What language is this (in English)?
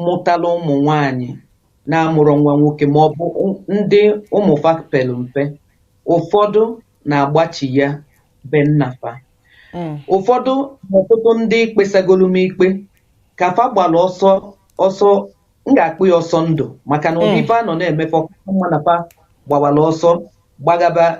Igbo